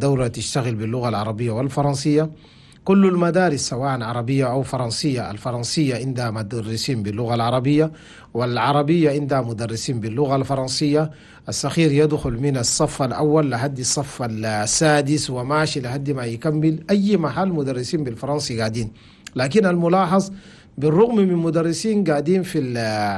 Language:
Chadian Arabic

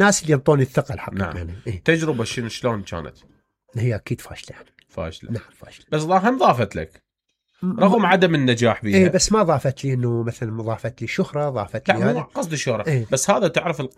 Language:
Mesopotamian Arabic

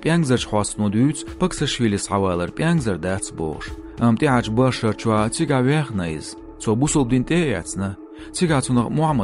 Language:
Chechen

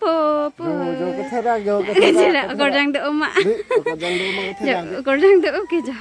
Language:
Karbi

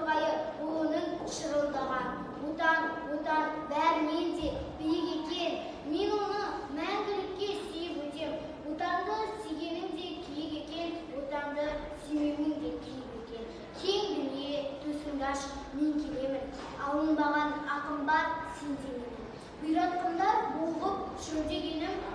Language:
Kazakh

